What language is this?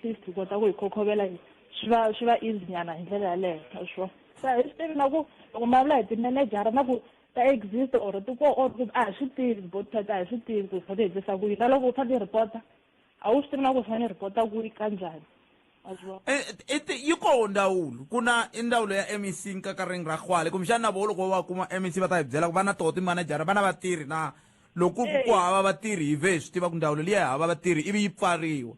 Tsonga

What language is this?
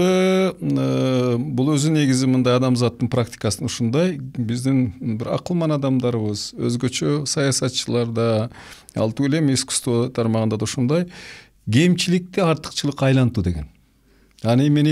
Kyrgyz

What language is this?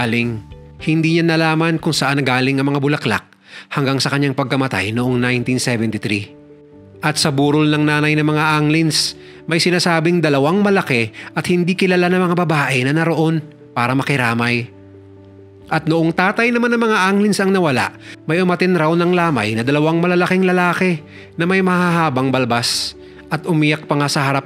Filipino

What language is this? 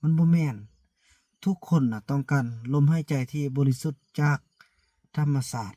Lao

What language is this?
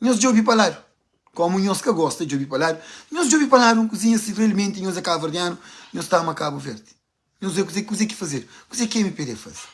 Kabuverdianu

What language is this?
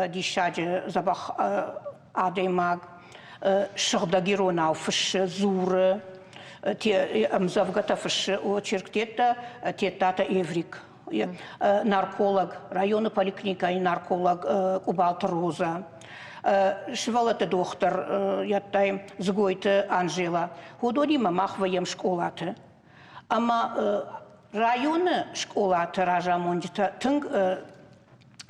Ossetic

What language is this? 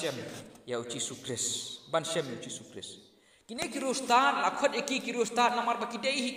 Khasi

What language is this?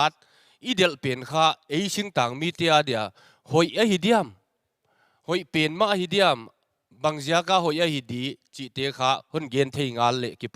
Paite Chin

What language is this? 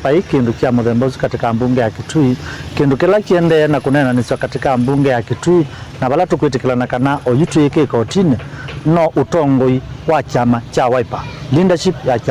Kamba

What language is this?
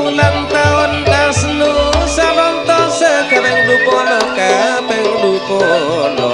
Madurese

